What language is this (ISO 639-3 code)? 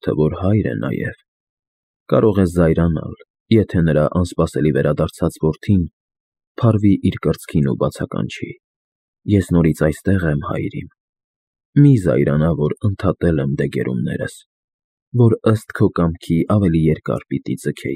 hye